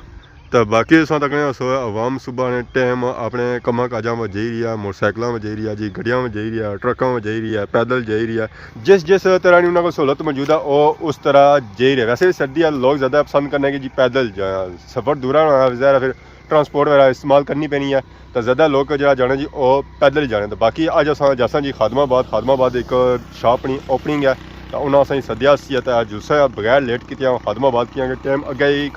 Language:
Pahari-Potwari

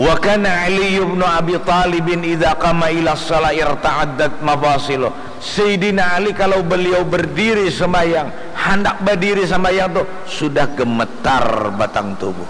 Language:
Banjar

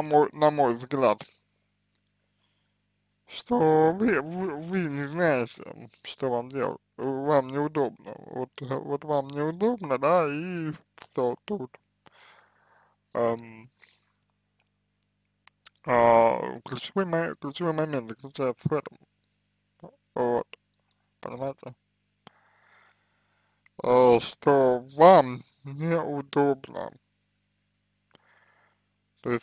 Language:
Russian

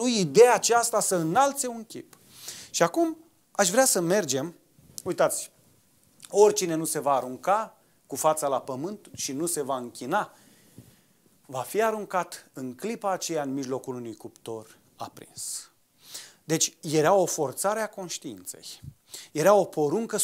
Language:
Romanian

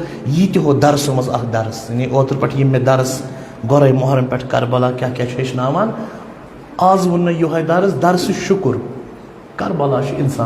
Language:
Kashmiri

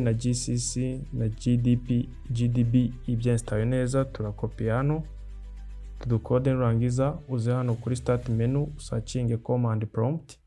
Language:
Kinyarwanda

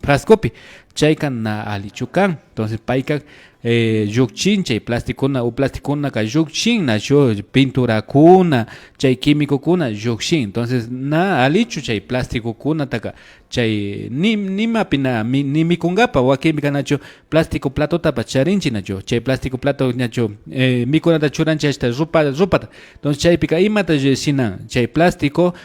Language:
Imbabura Highland Quichua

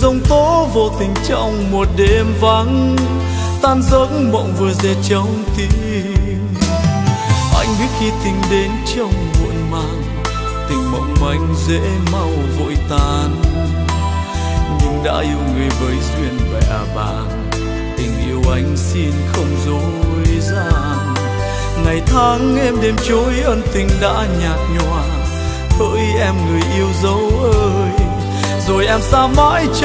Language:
Vietnamese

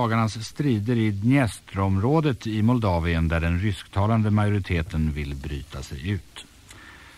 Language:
Swedish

